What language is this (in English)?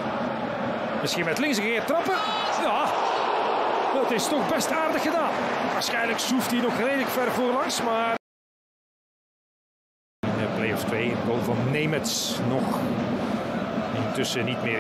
Dutch